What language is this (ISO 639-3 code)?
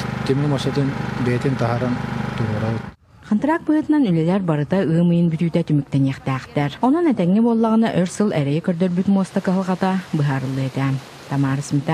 sah